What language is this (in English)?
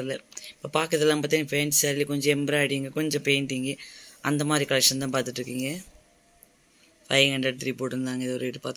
Tamil